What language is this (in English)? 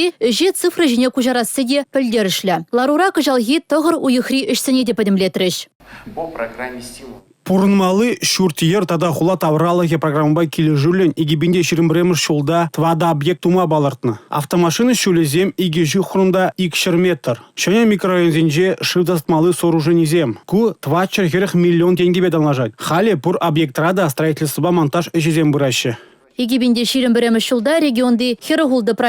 Chuvash